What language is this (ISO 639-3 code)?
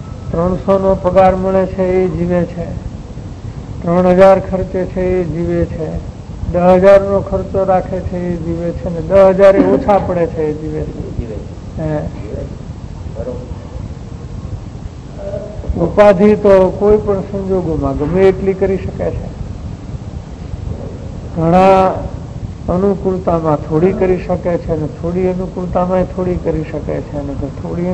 guj